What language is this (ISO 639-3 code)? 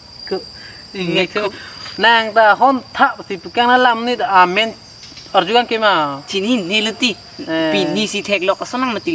mjw